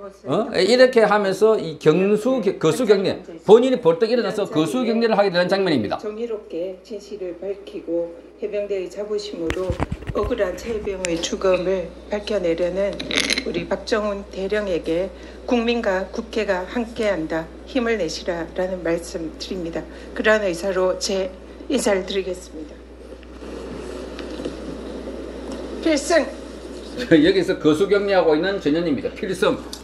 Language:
Korean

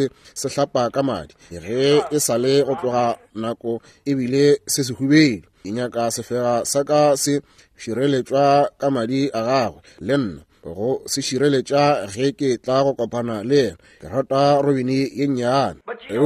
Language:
Northern Sotho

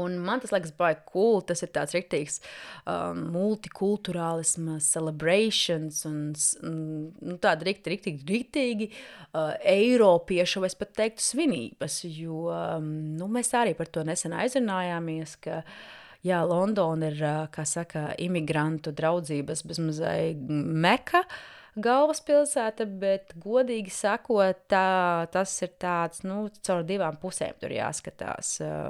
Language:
Latvian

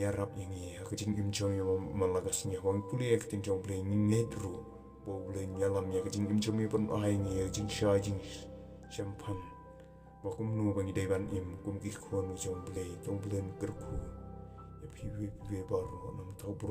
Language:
Khasi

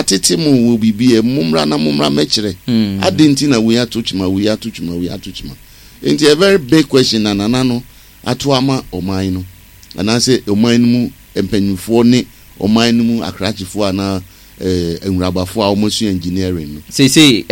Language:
Akan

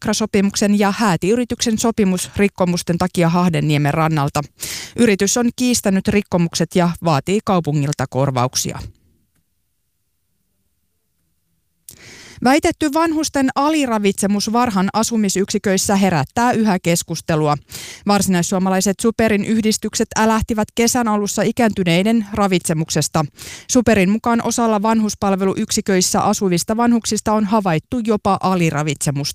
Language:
Finnish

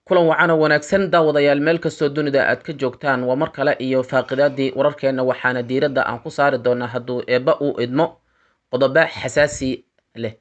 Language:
Somali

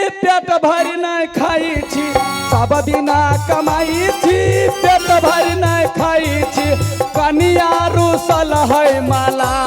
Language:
Maithili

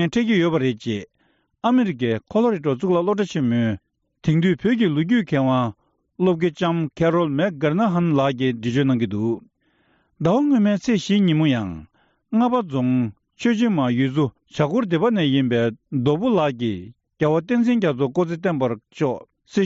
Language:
Tibetan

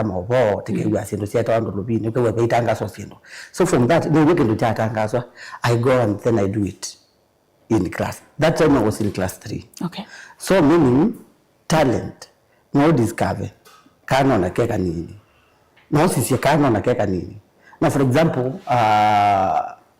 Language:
Kamba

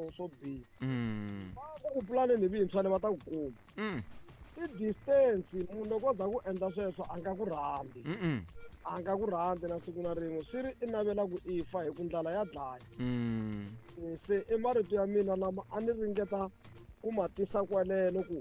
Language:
Tsonga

